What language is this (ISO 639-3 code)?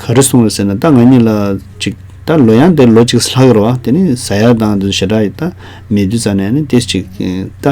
bod